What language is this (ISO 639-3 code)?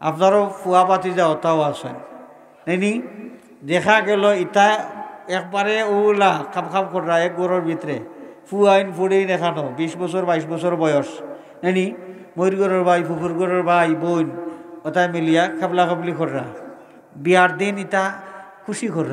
syl